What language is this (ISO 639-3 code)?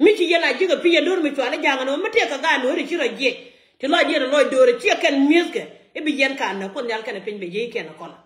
nus